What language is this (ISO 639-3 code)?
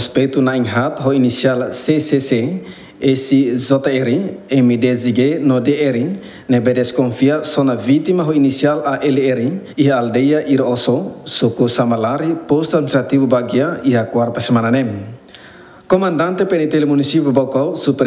tet